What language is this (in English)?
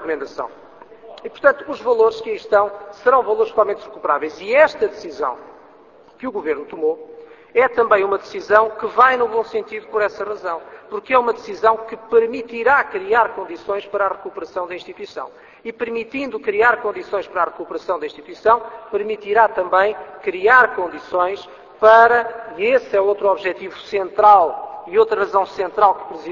Portuguese